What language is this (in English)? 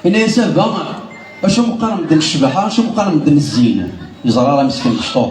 Kabyle